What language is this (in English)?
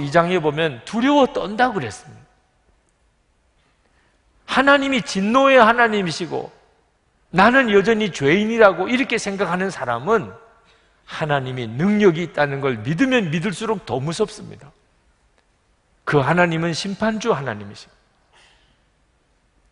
Korean